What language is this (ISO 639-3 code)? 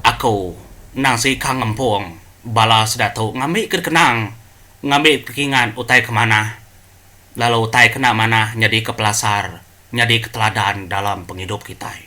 iba